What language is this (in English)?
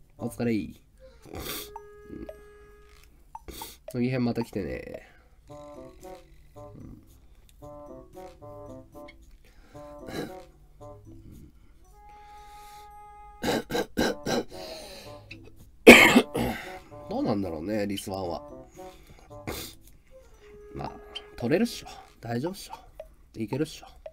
Japanese